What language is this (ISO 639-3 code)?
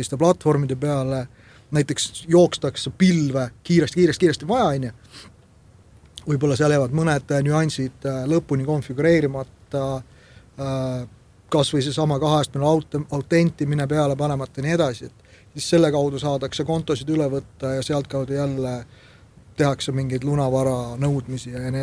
est